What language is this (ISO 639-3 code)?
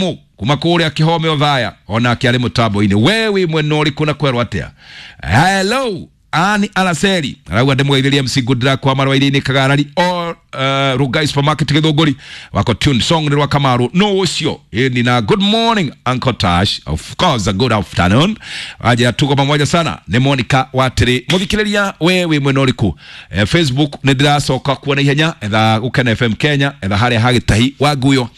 kik